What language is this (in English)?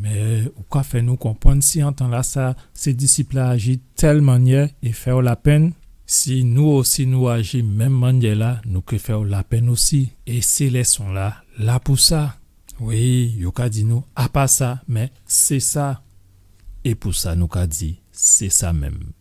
Guadeloupean Creole French